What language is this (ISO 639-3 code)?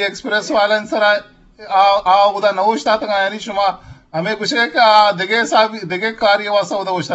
bgp